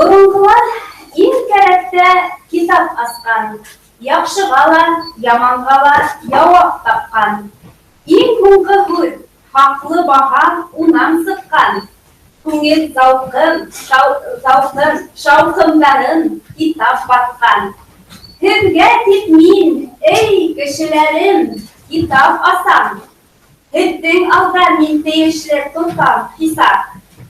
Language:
Bashkir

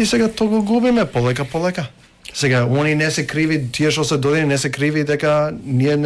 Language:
Macedonian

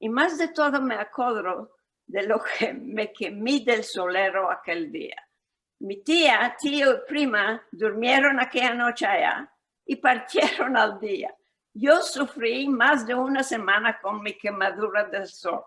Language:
Ladino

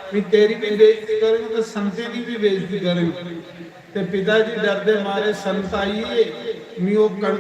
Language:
Dogri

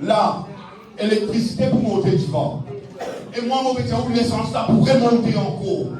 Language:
Morisyen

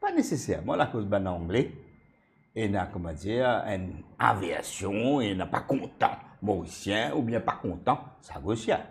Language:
Morisyen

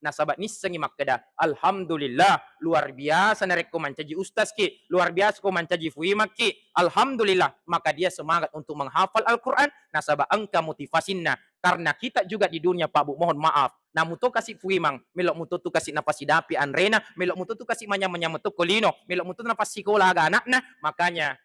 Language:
Buginese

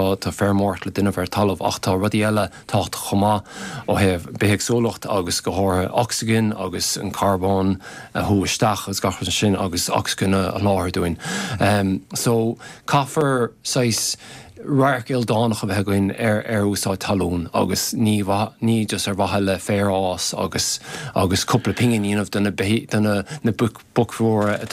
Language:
Irish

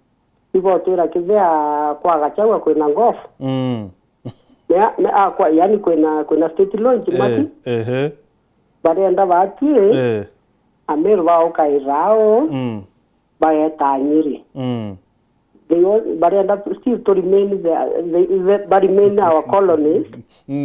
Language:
Meru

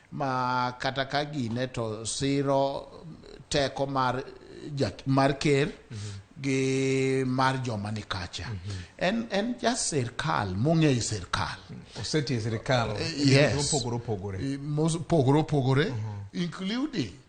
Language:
Luo (Kenya and Tanzania)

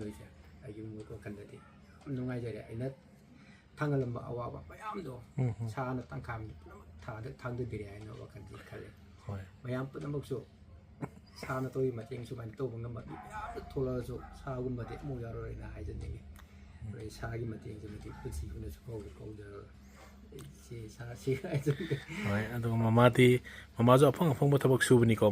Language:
Manipuri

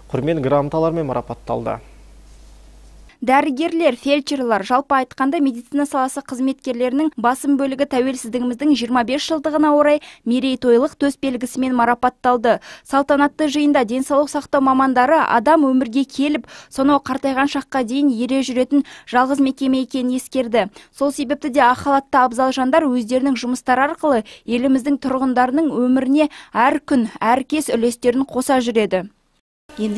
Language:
Kazakh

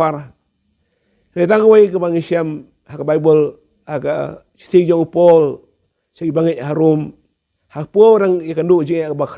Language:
Khasi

